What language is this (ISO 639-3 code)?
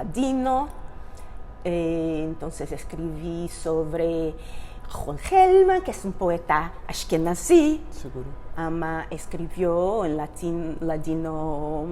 lad